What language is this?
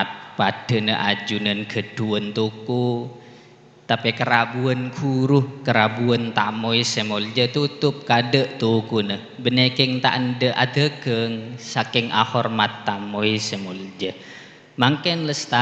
Madurese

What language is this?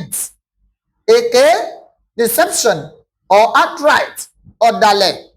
Yoruba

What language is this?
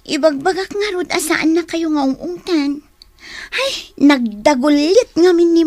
Iloko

